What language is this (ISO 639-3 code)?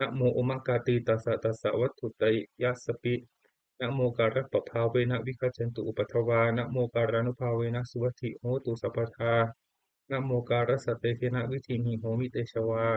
pli